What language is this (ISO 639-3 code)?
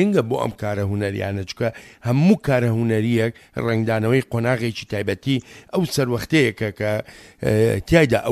ckb